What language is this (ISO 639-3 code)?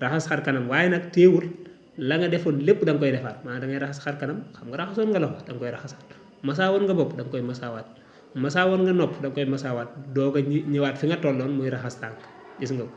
wol